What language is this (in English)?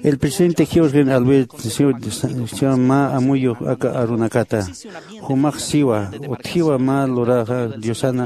Aymara